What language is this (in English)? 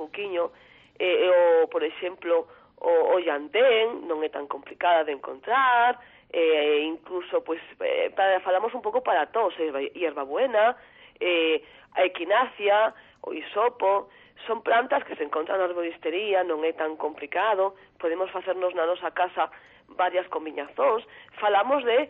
Galician